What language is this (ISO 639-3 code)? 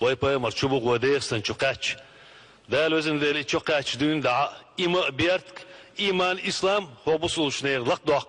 che